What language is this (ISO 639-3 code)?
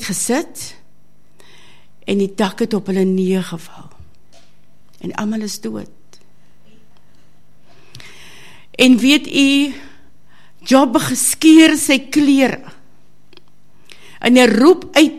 afr